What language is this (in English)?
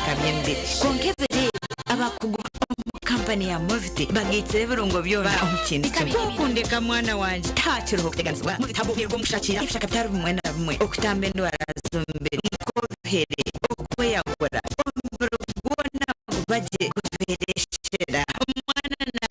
Nyankole